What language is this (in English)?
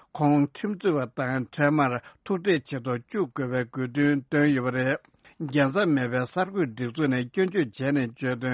Tibetan